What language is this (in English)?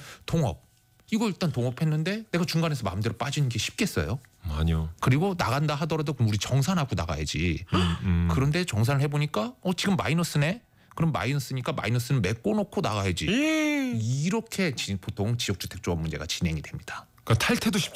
Korean